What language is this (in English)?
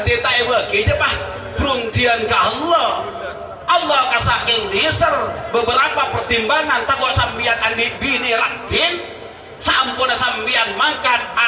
Madurese